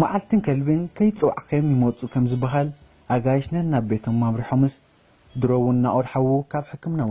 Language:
Tigrinya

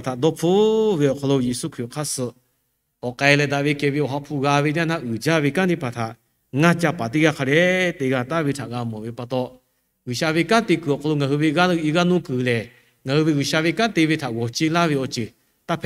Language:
Lahu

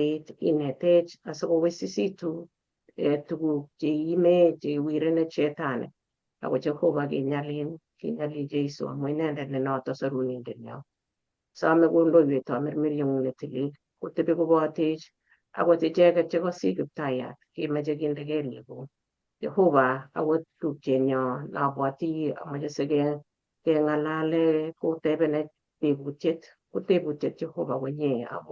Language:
Kalenjin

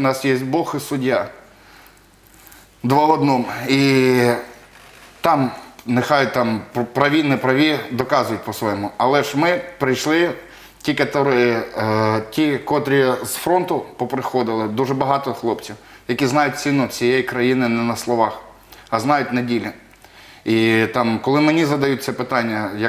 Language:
Ukrainian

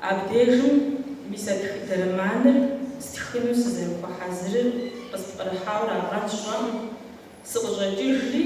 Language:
Kabardian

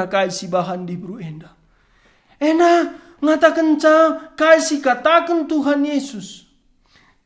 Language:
Batak Karo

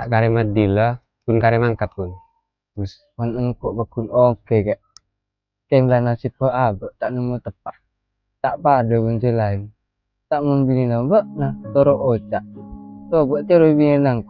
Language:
Madurese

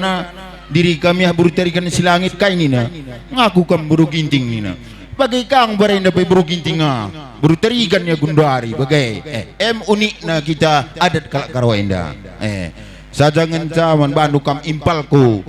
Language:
Batak Karo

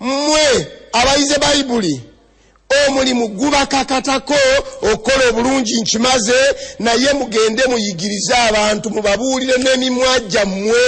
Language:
Ganda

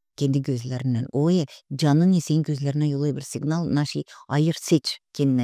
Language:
Gagauz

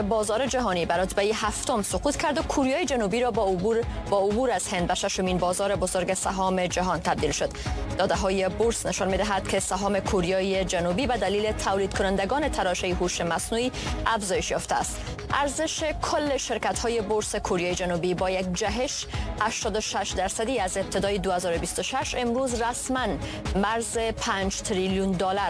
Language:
Persian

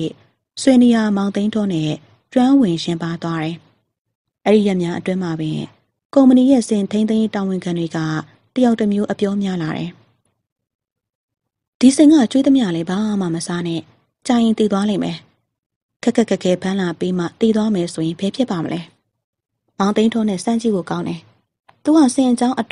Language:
Burmese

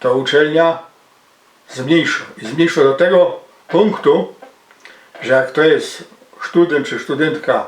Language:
Silesian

